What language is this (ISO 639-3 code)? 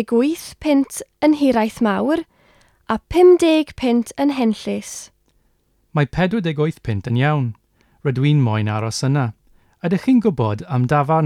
cym